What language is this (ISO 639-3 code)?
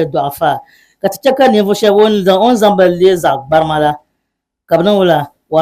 dag